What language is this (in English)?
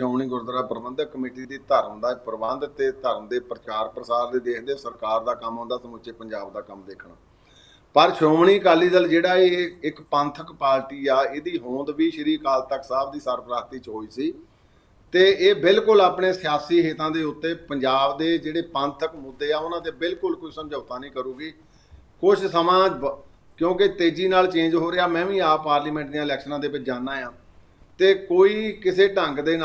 Punjabi